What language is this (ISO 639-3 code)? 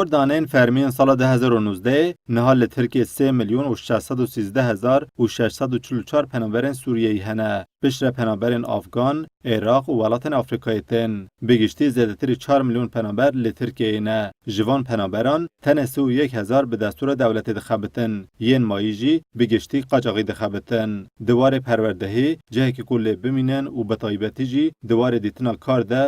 kur